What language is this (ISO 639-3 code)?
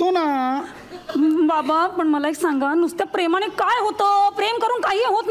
mar